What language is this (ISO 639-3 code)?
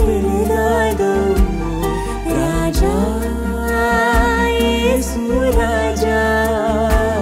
tam